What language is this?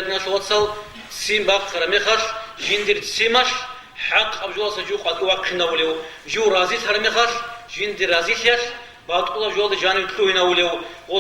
Avaric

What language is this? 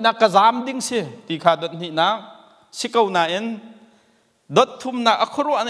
Hakha Chin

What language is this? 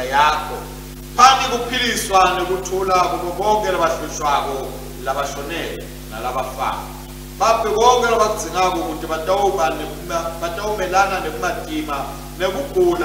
Swati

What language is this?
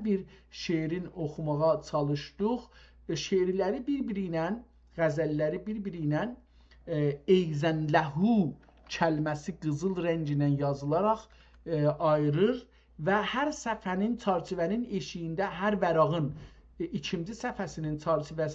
South Azerbaijani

